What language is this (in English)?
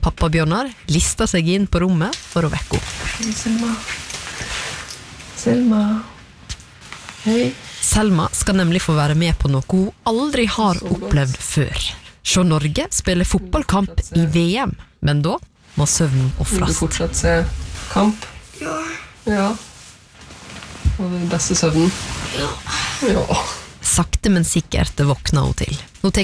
Norwegian